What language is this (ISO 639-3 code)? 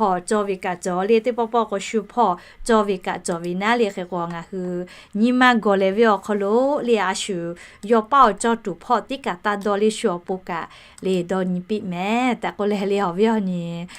lhu